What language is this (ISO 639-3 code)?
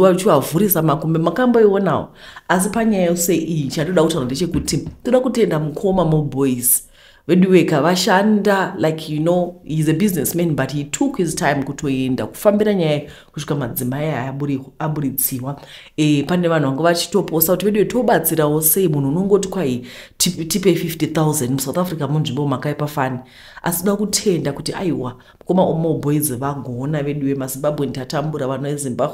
sna